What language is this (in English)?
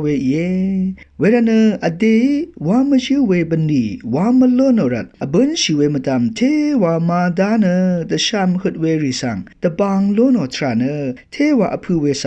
Rawang